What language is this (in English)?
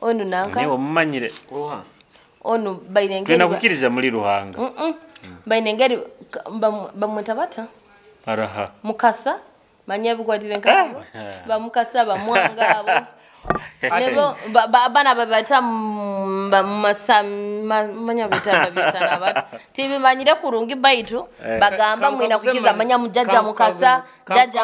Nyoro